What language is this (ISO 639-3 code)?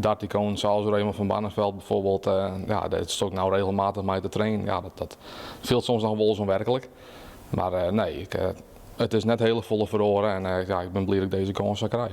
fry